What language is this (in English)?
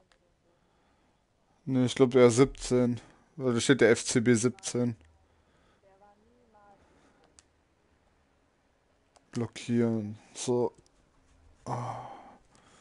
German